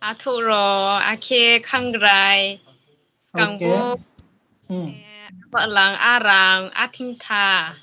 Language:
Riang (India)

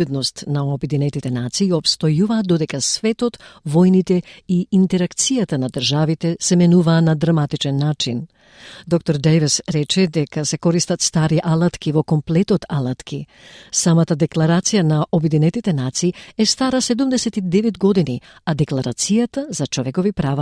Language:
Macedonian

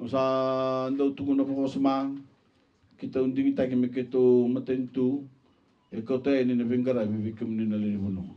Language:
Fijian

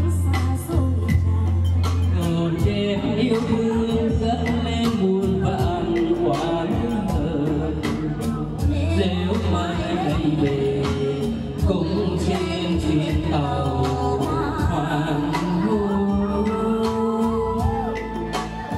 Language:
Vietnamese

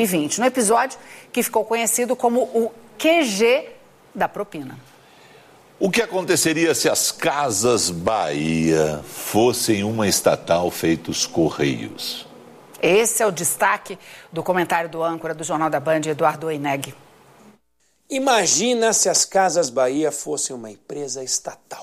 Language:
Portuguese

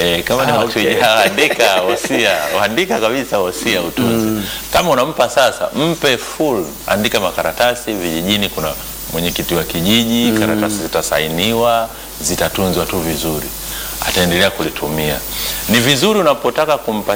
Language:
Swahili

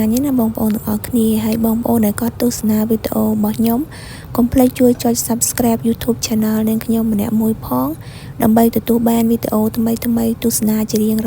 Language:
Khmer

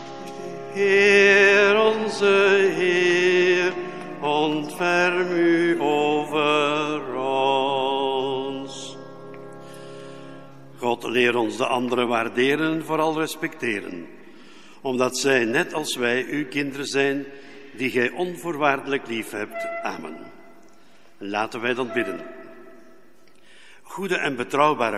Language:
Dutch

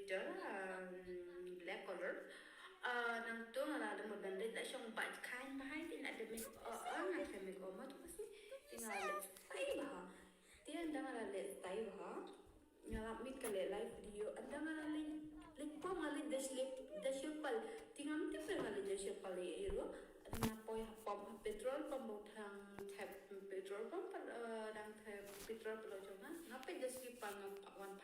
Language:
Khasi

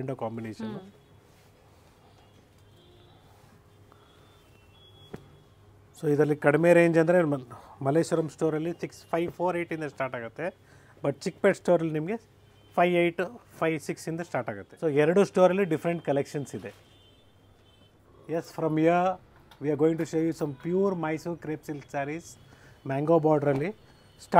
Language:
Kannada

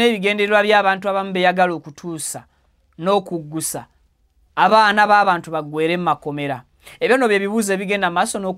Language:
Ganda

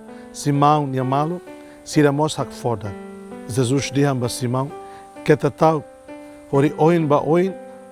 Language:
Tetum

